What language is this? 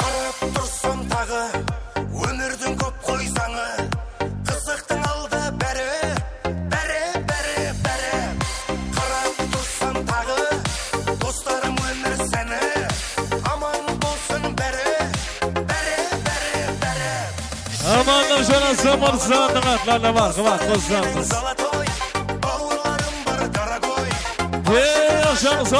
Kara-Kalpak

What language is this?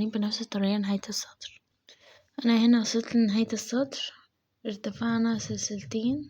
Egyptian Arabic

